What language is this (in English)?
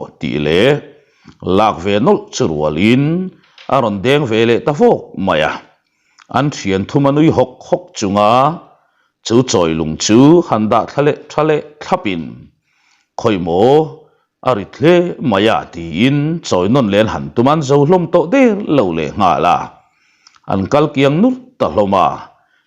Mizo